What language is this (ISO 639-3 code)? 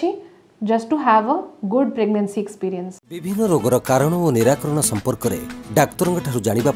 ori